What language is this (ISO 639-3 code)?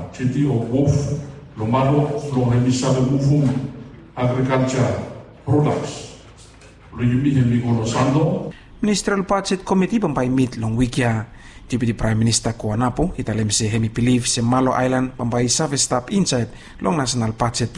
bis